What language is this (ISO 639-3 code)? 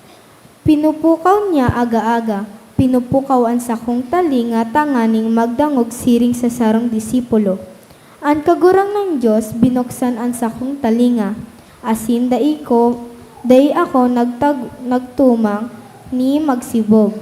bik